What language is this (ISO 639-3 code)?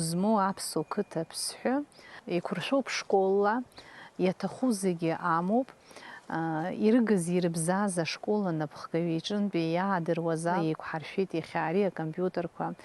abk